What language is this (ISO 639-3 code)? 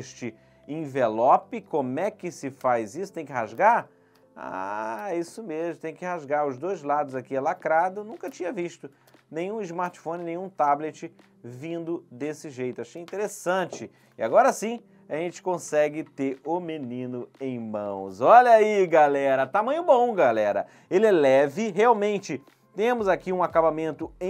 por